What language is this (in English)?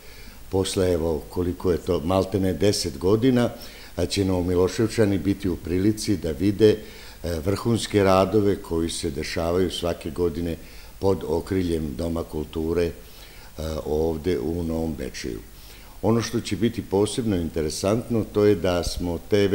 Serbian